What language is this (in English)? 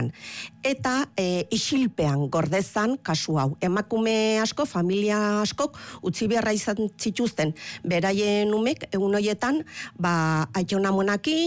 Basque